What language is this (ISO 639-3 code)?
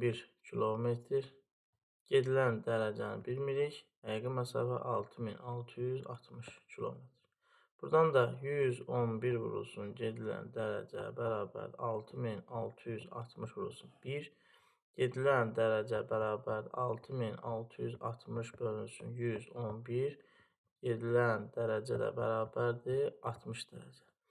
aze